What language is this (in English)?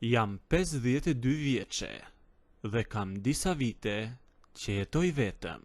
Albanian